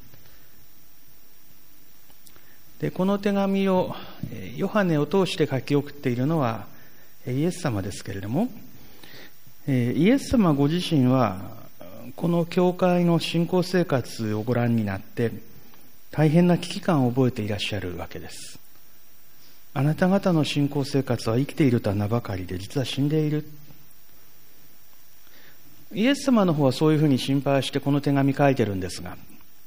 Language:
Japanese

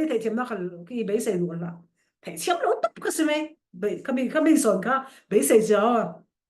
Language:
Falam Chin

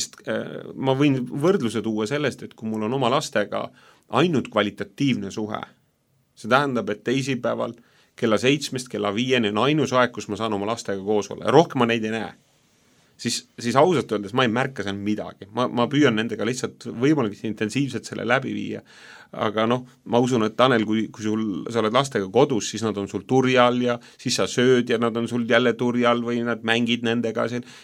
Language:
Estonian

